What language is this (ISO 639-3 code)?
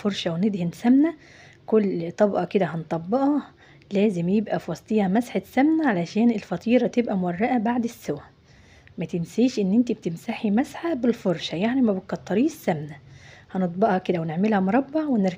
arz